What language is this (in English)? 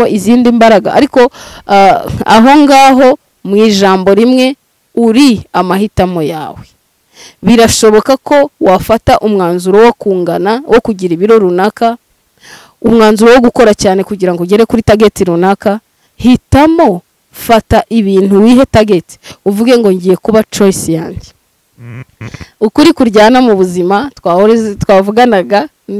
Kinyarwanda